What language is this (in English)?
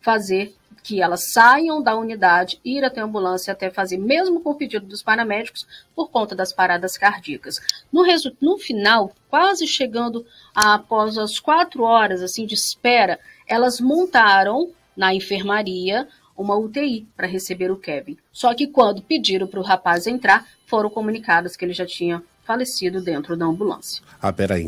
Portuguese